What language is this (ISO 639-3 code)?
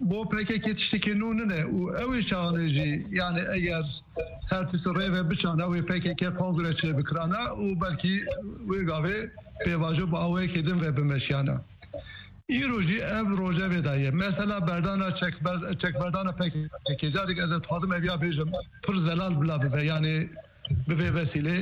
kur